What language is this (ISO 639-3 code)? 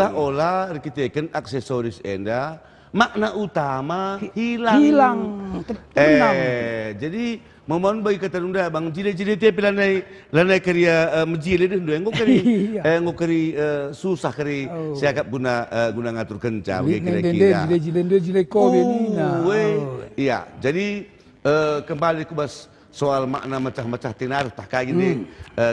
btx